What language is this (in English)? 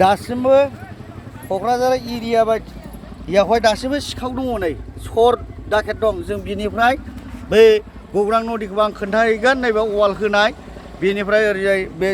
Bodo